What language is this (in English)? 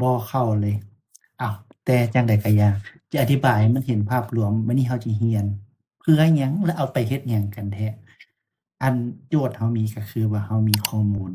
Lao